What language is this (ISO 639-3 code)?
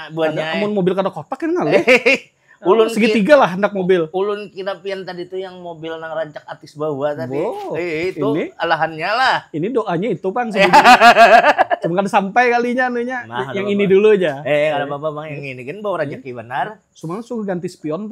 bjn